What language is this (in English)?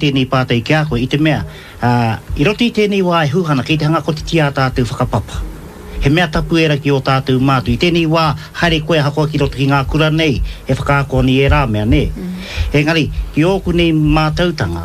Māori